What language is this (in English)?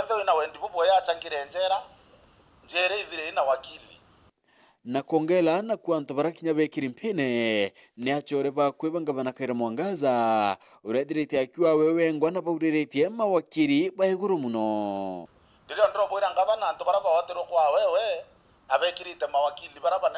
Meru